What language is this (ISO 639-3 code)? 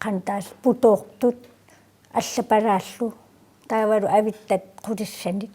kal